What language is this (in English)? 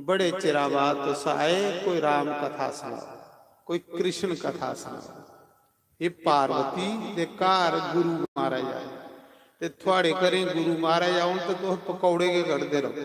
Dogri